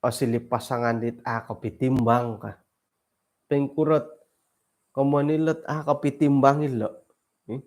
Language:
Central Dusun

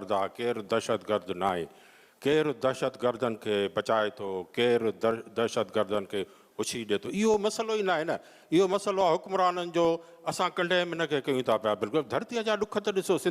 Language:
Sindhi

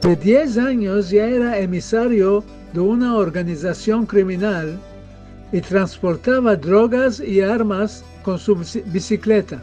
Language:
Ladino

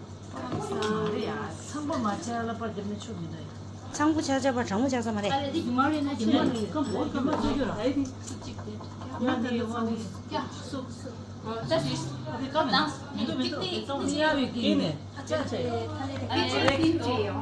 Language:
Tibetan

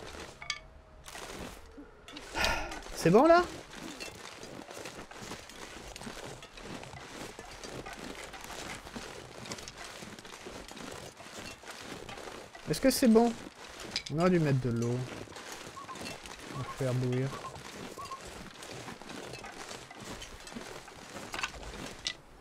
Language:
French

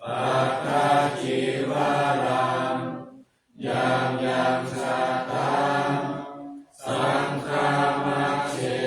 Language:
Pali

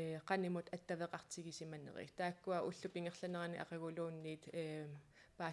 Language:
Kalaallisut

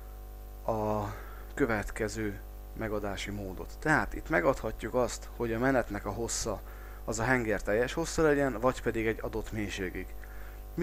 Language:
Hungarian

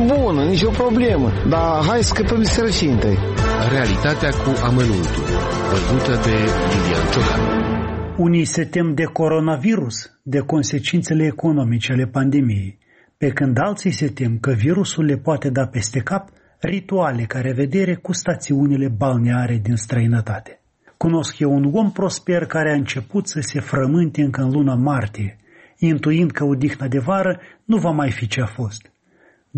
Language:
Romanian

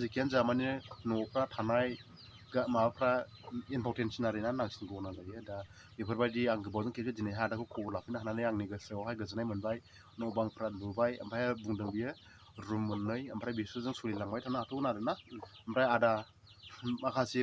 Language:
Bodo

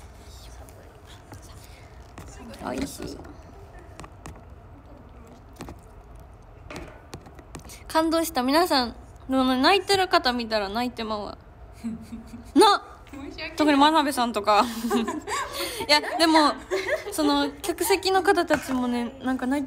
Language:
Japanese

